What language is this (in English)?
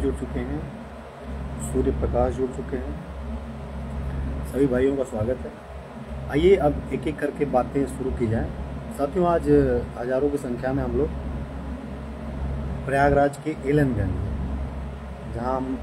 Hindi